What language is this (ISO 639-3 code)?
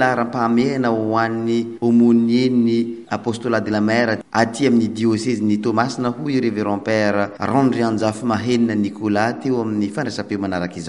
mlg